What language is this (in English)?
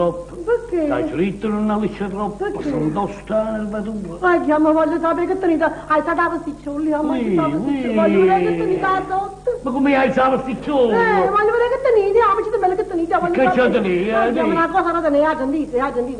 Neapolitan